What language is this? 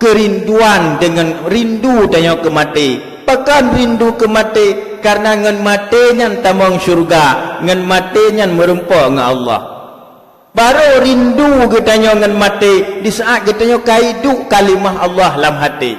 Achinese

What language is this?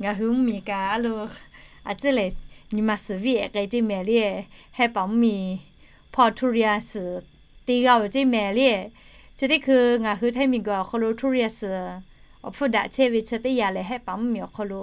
Lahu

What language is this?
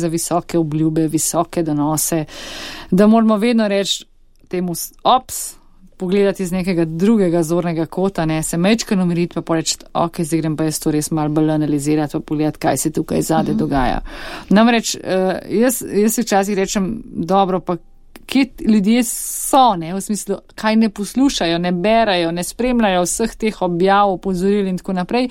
Slovenian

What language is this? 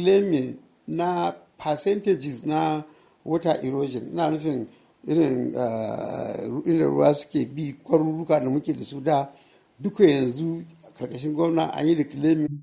Hausa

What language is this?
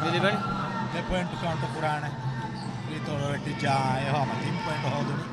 Divehi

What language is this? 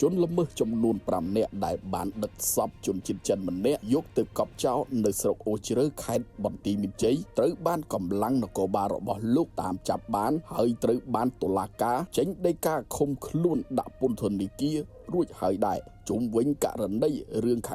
Khmer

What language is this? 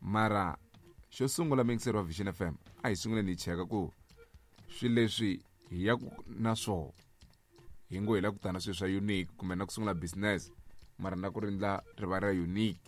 Tsonga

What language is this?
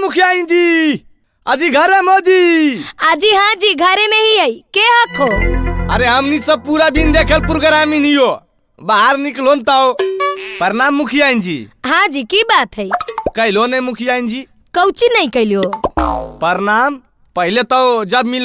Magahi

